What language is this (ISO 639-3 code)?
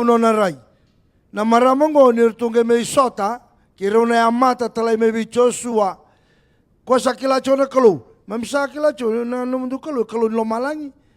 fij